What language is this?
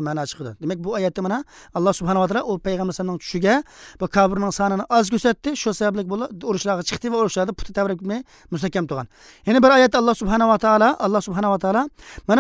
Uzbek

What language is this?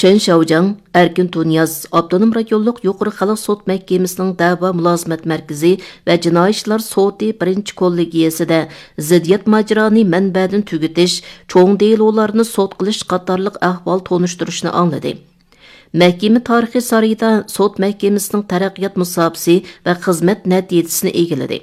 Uyghur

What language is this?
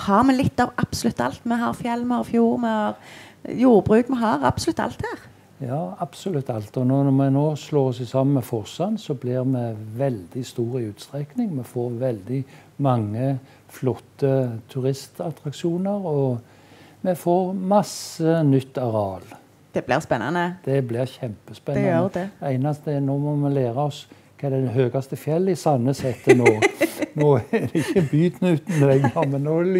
Norwegian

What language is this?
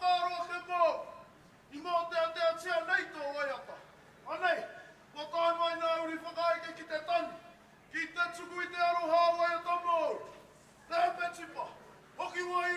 Māori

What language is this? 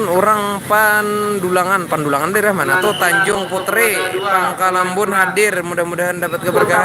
Banjar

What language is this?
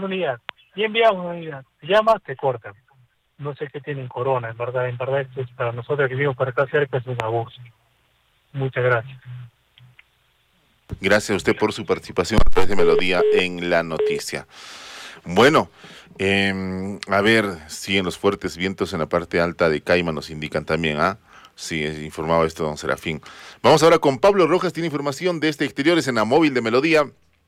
Spanish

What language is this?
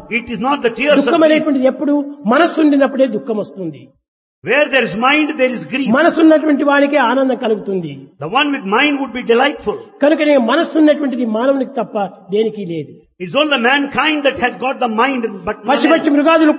Telugu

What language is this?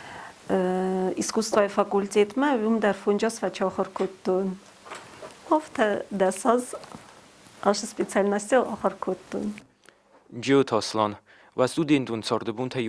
Ossetic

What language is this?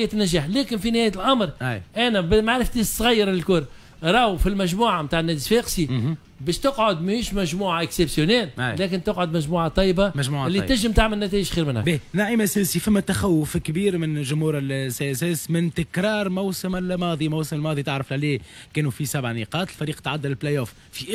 Tunisian Arabic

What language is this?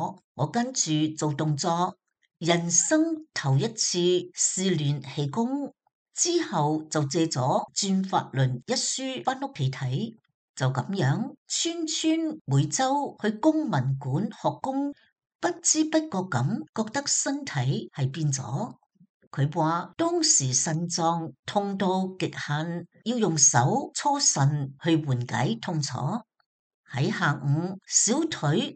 Cantonese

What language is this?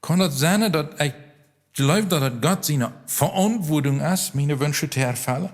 Plautdietsch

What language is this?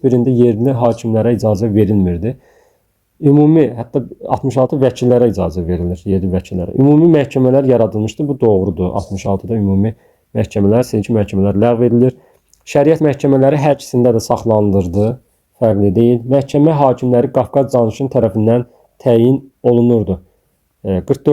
Azerbaijani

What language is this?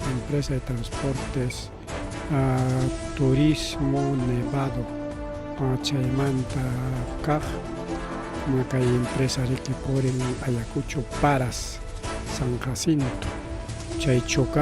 Ayacucho Quechua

